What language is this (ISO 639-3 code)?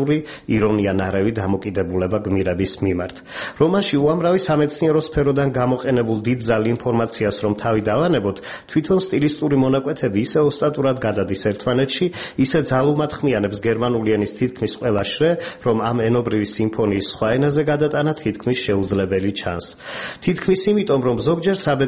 kat